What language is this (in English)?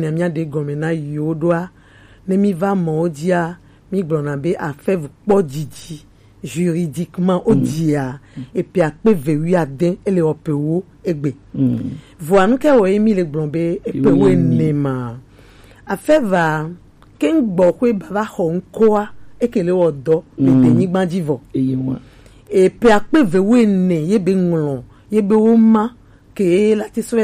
Gen